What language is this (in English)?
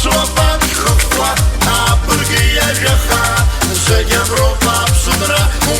Abkhazian